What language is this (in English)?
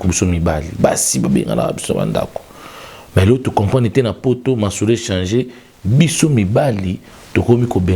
Lingala